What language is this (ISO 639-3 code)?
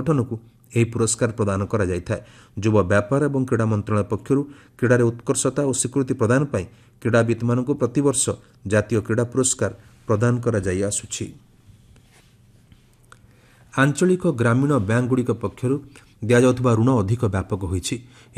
ori